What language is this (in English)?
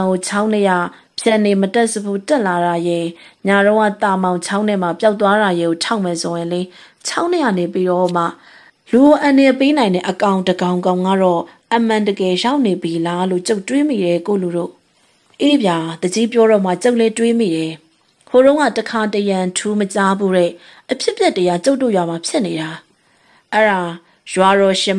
Burmese